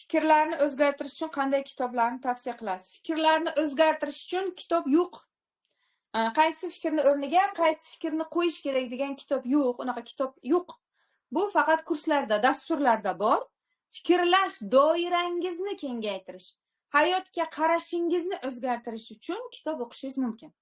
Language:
Uzbek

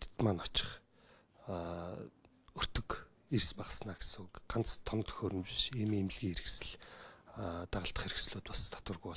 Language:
Mongolian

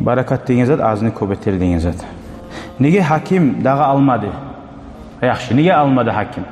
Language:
Kumyk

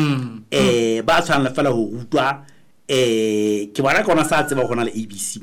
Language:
Southern Sotho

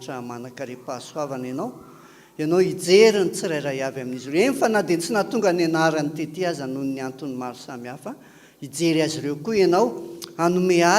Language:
Malagasy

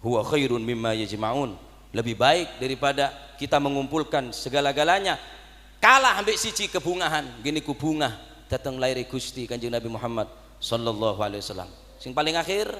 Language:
Madurese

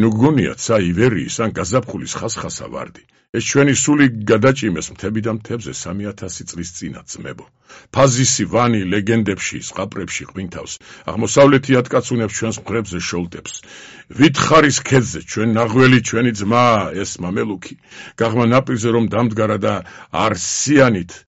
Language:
Georgian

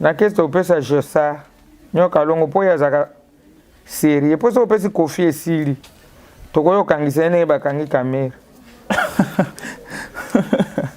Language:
Lingala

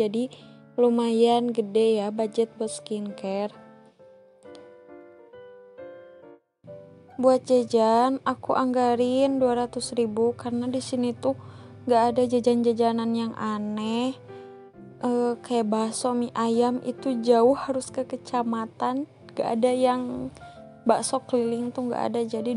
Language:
Indonesian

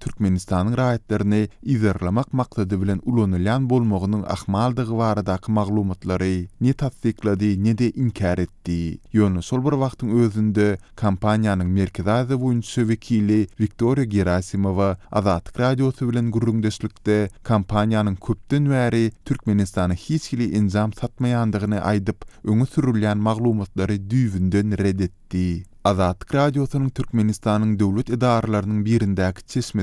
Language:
Turkmen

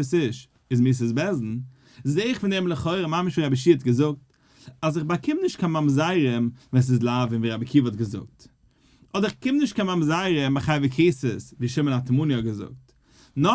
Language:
Yiddish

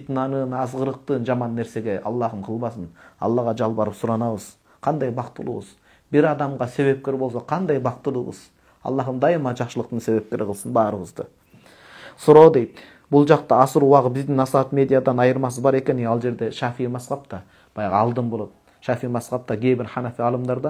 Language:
Kyrgyz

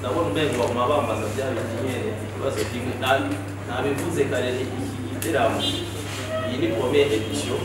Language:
Rundi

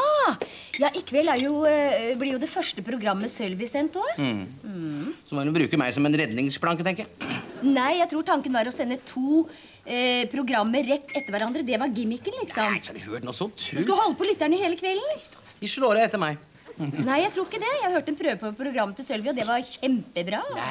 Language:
Norwegian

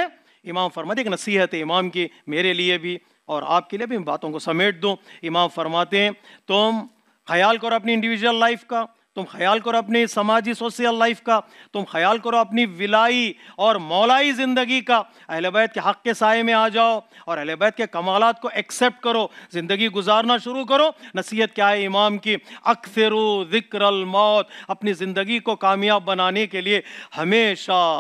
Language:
Urdu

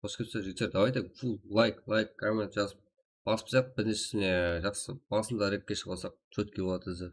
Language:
Kara-Kalpak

